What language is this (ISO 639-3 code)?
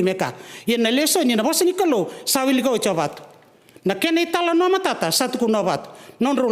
fij